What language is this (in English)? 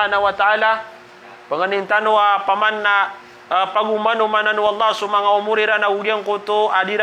Maranao